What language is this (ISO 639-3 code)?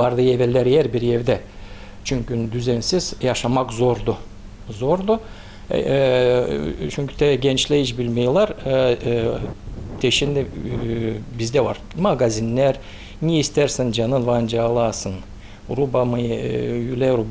gag